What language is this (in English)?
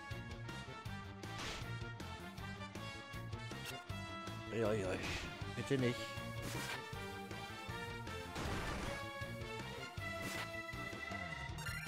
German